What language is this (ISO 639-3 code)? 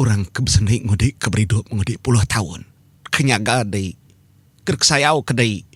iba